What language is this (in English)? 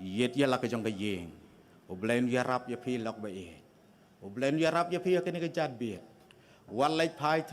Khasi